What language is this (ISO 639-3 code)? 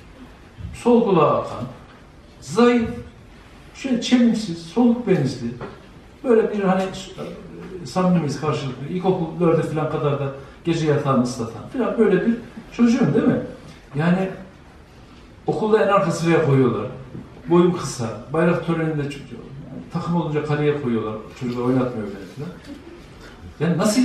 tur